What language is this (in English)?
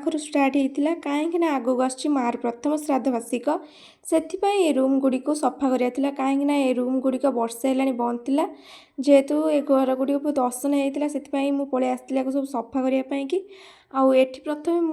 Odia